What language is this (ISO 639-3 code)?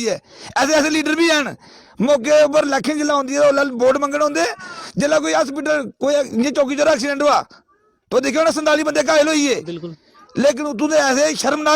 doi